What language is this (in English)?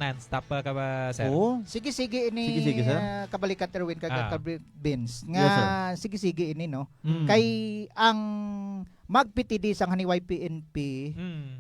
Hiligaynon